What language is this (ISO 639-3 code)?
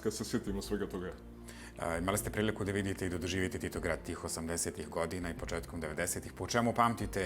bos